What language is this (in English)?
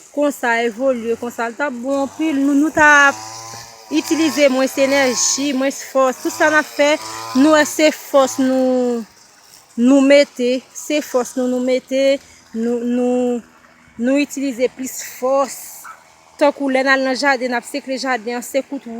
Haitian Creole